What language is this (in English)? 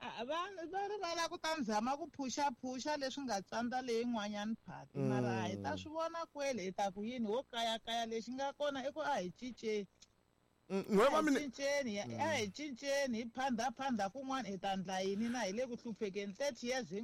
Tsonga